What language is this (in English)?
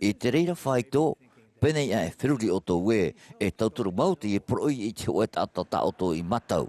Tahitian